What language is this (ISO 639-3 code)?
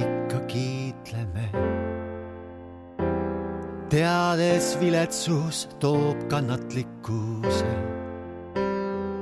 est